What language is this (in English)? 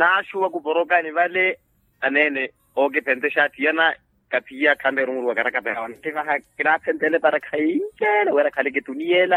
Makhuwa